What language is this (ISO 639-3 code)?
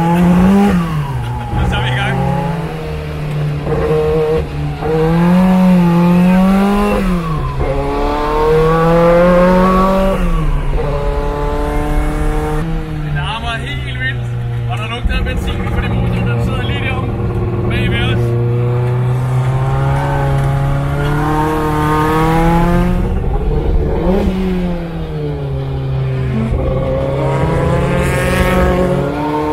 dan